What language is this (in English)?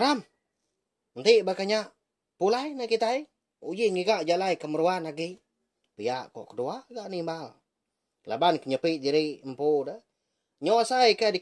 Iban